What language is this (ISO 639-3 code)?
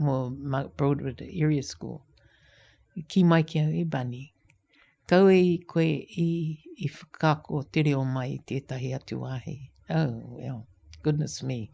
mri